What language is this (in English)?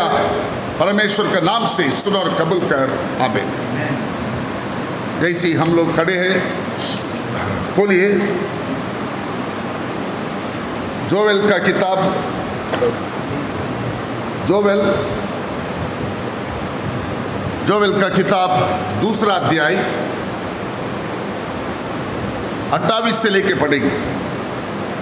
Hindi